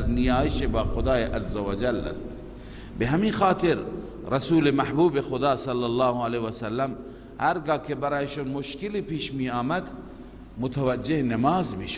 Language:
Persian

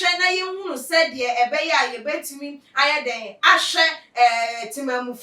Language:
Akan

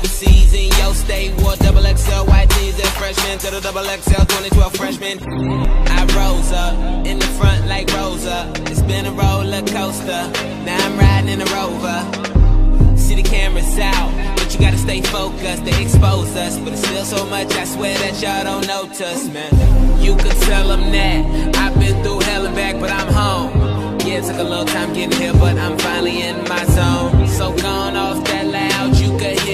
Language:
English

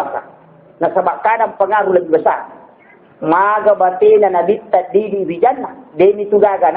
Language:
Buginese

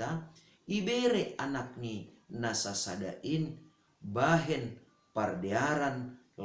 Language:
Batak Simalungun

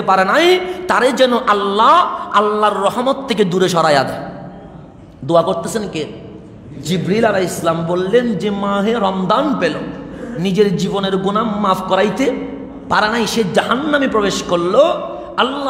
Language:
Bangla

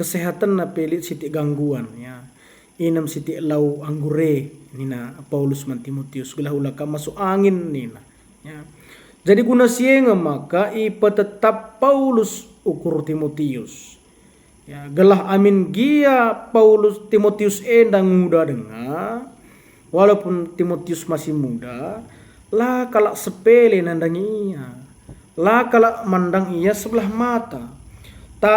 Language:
Batak Karo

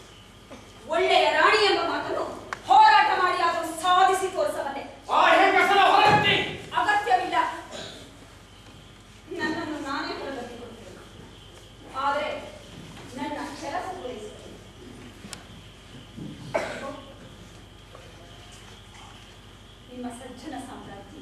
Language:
Kannada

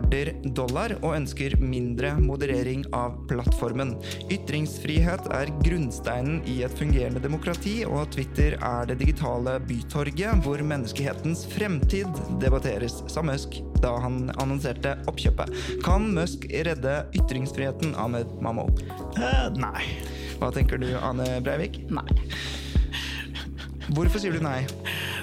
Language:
Norwegian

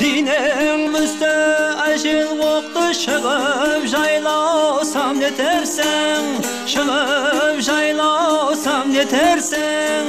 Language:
Kara-Kalpak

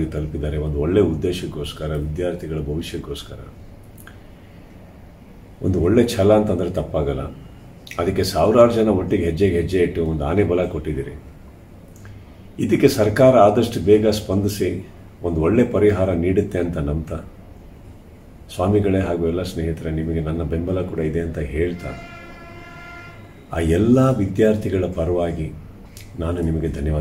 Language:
Kannada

